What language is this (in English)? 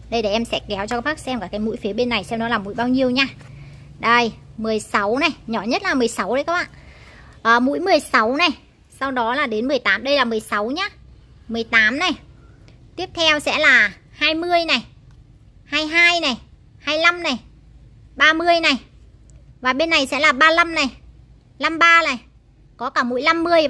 Vietnamese